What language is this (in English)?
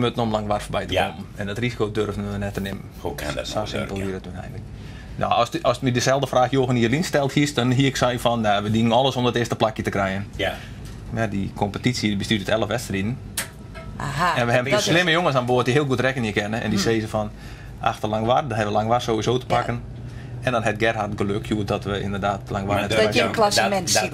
Western Frisian